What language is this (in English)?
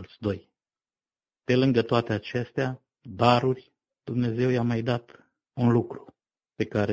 Romanian